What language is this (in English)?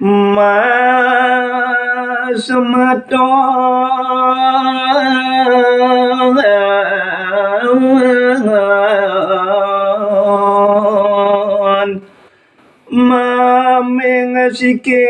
Balinese